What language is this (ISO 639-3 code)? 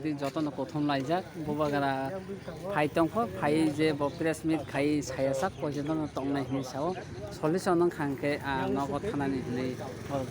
trp